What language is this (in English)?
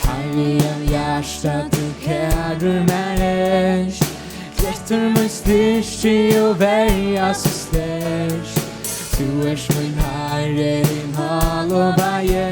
Faroese